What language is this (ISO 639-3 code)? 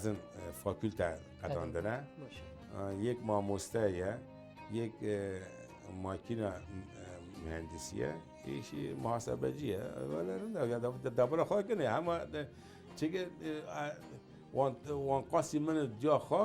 kur